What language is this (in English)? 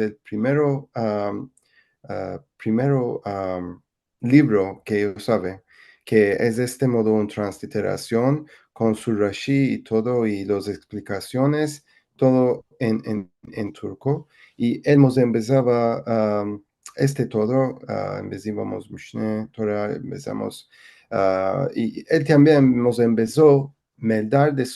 Ladino